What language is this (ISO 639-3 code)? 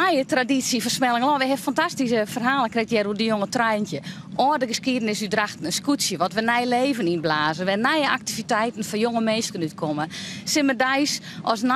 fry